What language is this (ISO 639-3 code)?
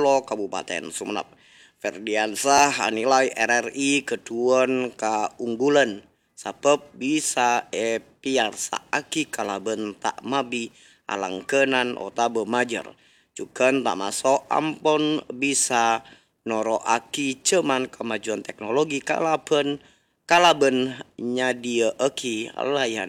mad